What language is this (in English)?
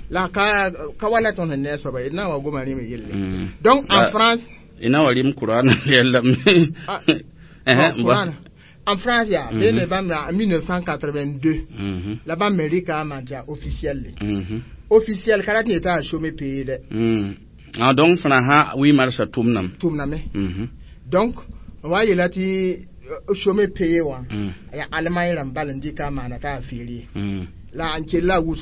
Mossi